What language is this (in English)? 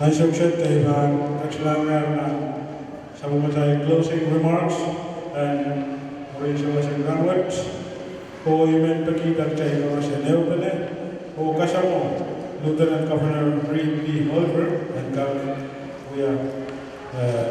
Pohnpeian